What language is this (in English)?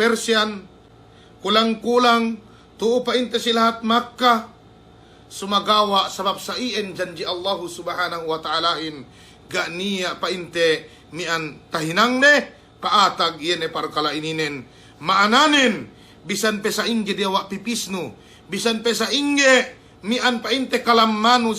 Yakan